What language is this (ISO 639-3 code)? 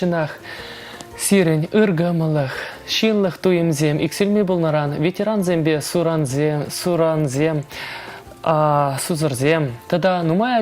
chv